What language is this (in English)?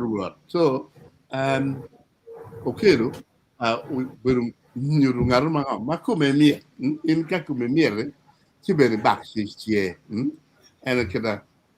Acoli